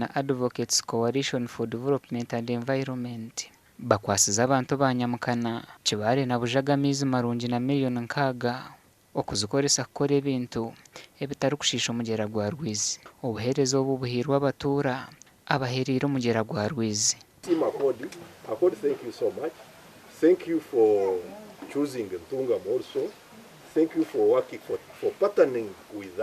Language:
Nyankole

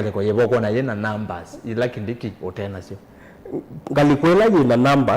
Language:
Kamba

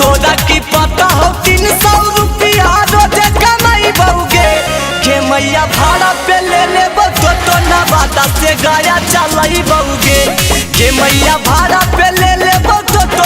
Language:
Magahi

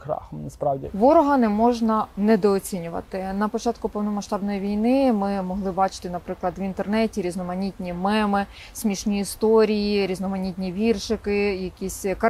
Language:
Ukrainian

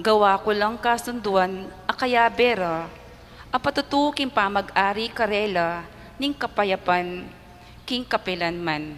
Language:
Pampanga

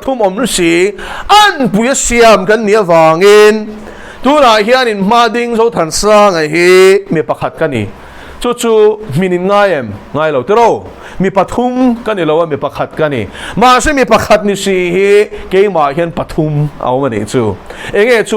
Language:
Mizo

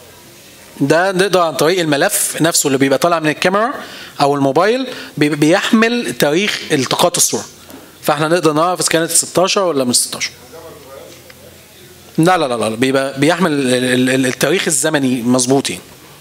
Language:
Egyptian Arabic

